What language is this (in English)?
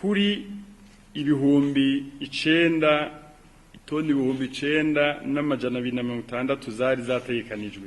Rundi